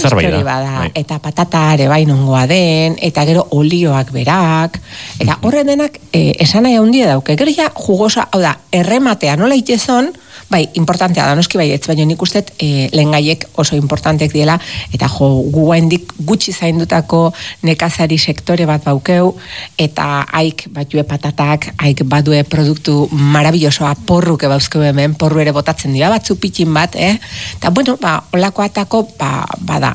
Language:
Basque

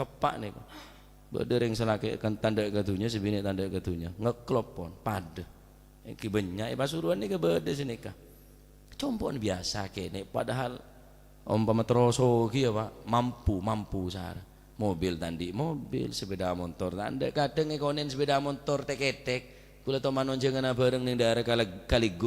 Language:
Madurese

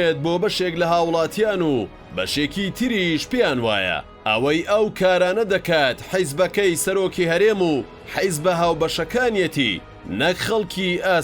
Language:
Central Kurdish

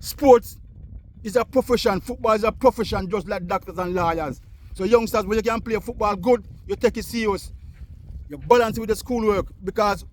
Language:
Jamaican Creole English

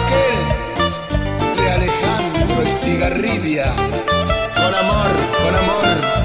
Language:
Spanish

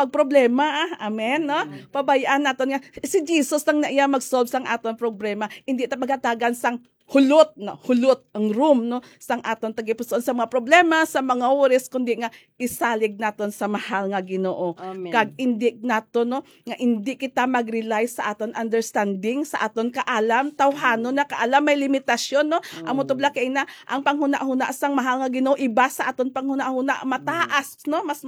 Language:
Hiligaynon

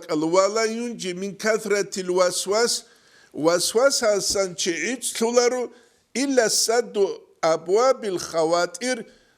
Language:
Avaric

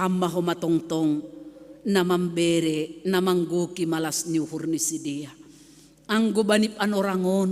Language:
Batak Simalungun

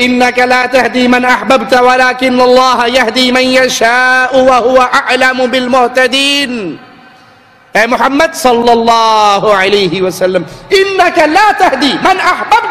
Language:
Urdu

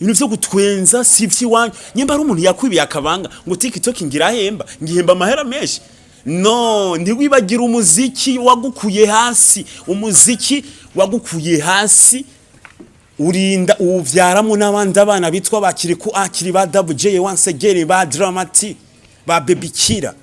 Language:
Rundi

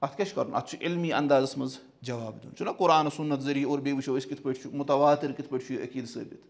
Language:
Kashmiri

